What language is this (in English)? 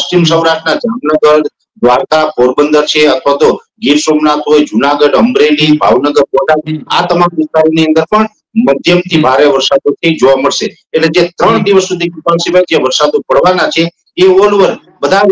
Gujarati